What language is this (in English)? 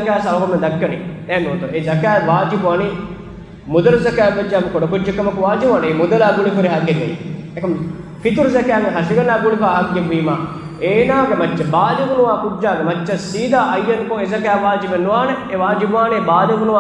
Divehi